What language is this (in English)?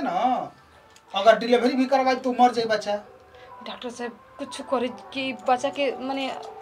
Bhojpuri